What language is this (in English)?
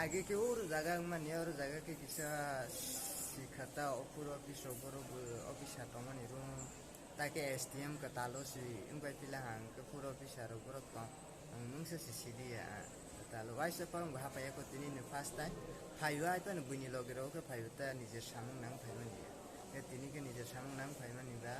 Kok Borok